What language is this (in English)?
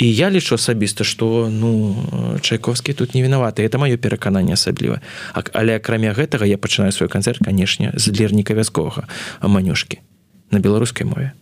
Belarusian